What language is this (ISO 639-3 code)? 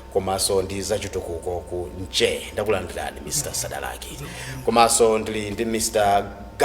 nya